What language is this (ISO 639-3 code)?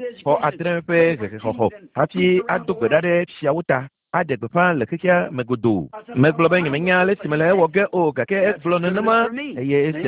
ewe